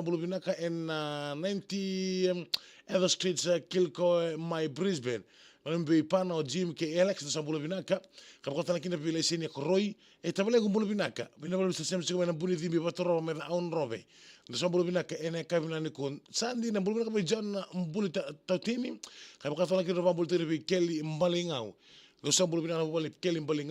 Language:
Fijian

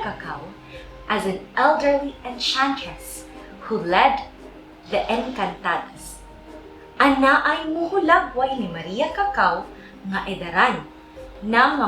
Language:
Cebuano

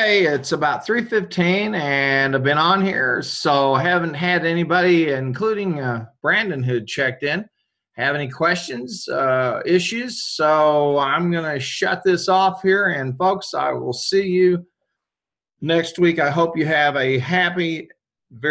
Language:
English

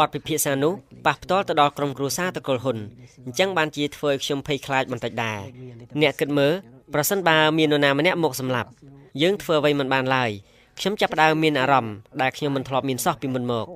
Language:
Khmer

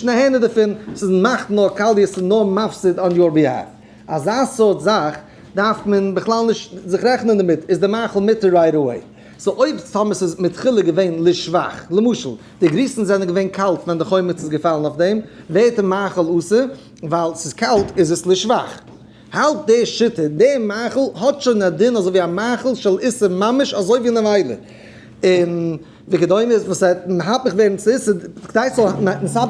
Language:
Yiddish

